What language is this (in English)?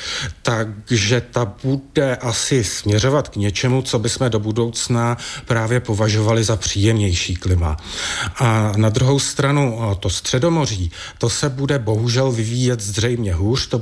Czech